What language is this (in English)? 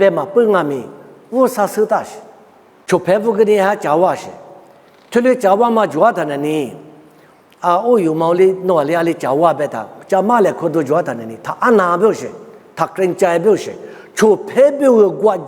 Lisu